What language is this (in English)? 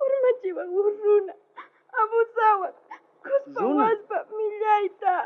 South Bolivian Quechua